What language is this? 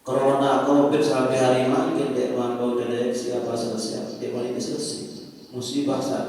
Sasak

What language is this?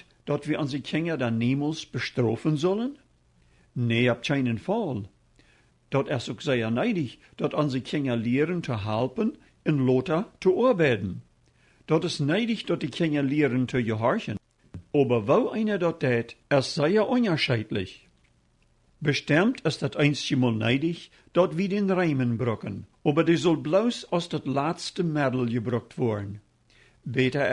Plautdietsch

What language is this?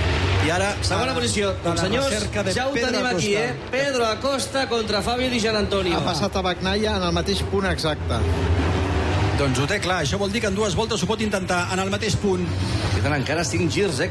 Catalan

